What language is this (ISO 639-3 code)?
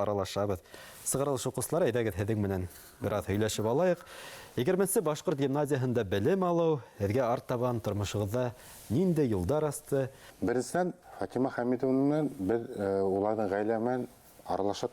bak